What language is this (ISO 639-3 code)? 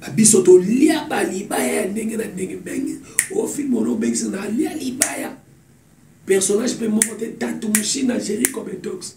lin